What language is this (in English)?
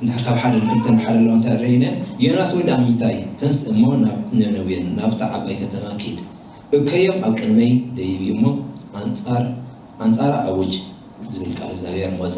Tigrinya